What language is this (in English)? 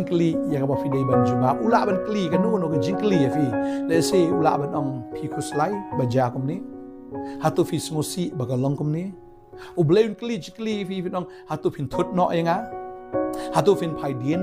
Khasi